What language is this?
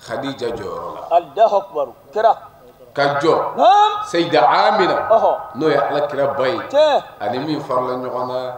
Bambara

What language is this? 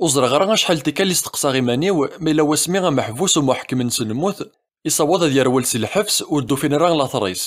Kabyle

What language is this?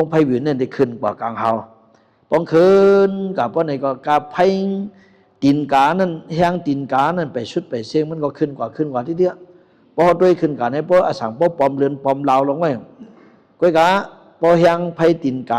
Shan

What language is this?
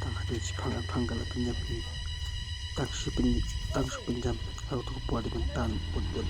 Khasi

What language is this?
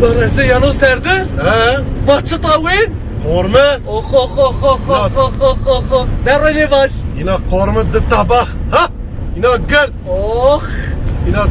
Zaza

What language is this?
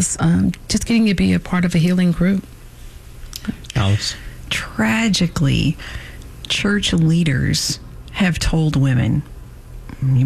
English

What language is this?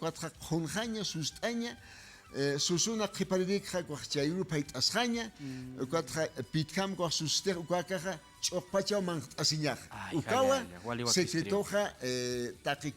Aymara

